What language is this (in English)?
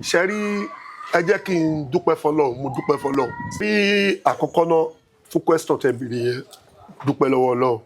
Yoruba